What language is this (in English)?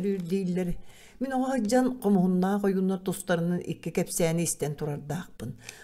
Yakut